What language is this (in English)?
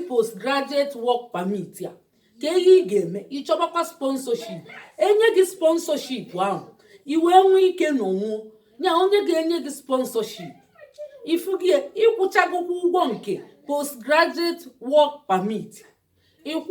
Igbo